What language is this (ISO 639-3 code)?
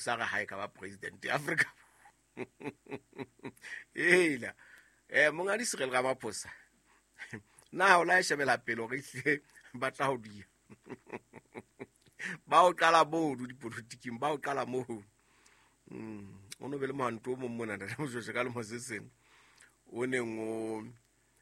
sot